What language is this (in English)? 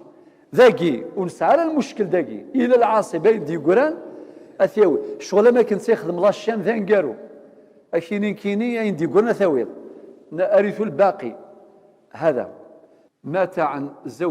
Kabyle